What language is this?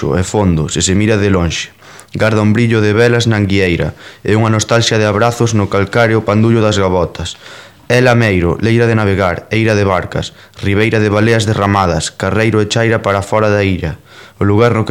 Galician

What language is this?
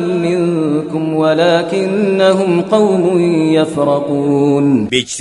Kashmiri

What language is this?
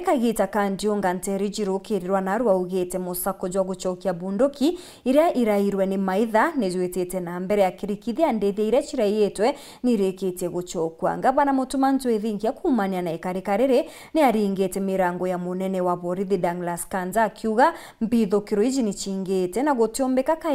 Meru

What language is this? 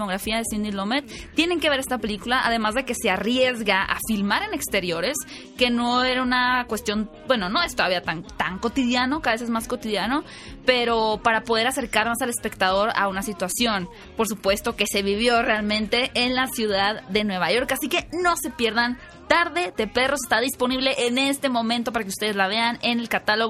Spanish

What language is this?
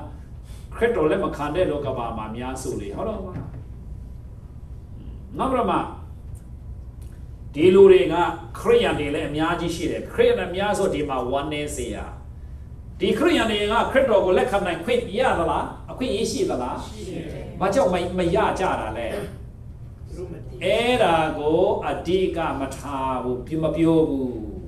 Burmese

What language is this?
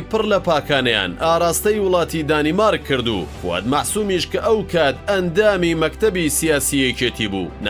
Central Kurdish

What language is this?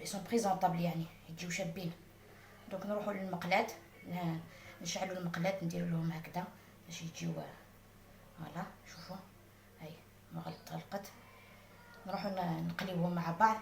Algerian Arabic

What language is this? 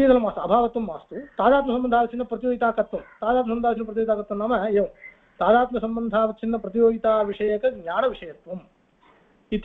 Sanskrit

